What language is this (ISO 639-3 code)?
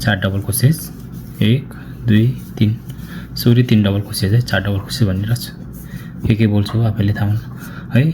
nep